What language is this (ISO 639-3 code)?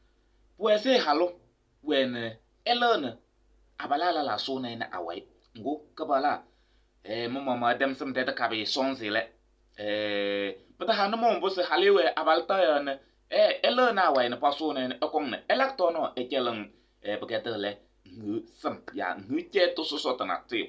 kbp